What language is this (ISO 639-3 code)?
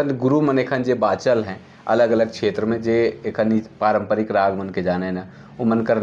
sck